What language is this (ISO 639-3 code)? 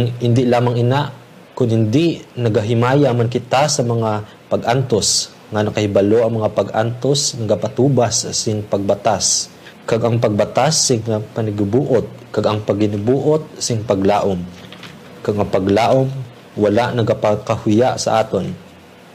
hil